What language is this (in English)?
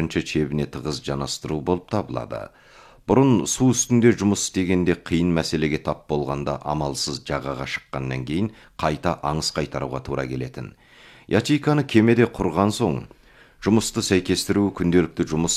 Kazakh